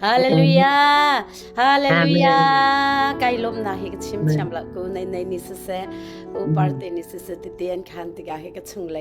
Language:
Hakha Chin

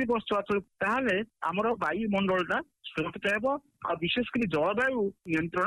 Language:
Odia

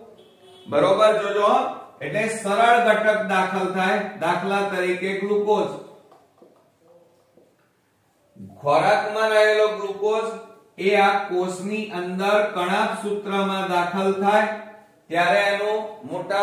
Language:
Gujarati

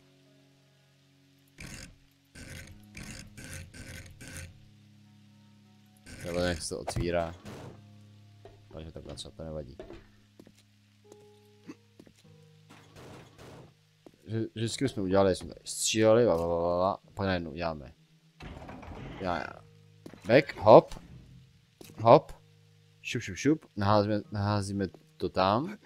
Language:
Czech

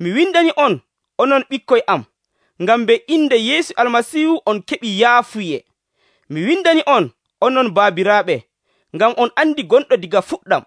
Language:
Nigerian Fulfulde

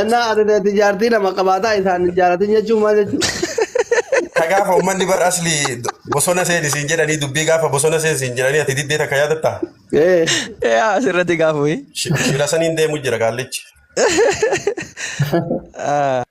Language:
Oromo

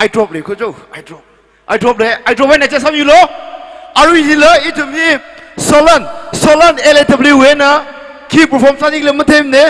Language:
Tangkhul Naga (India)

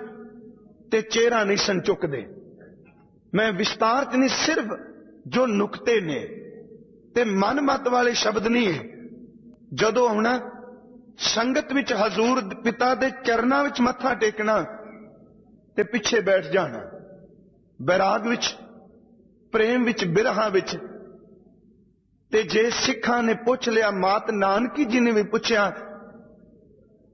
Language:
Punjabi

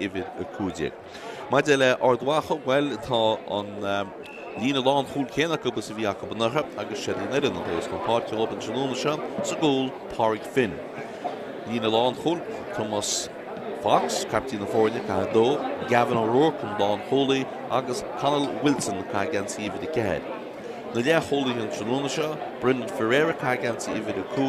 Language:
Irish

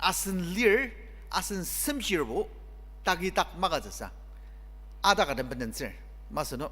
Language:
Ao Naga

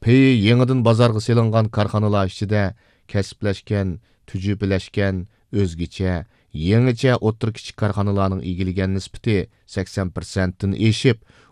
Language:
Uyghur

